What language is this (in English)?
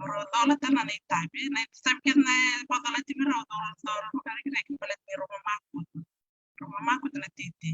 Fijian